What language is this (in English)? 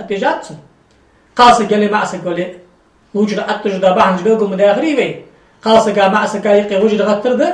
Ingush